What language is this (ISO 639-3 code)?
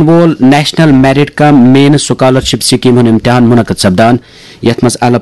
kas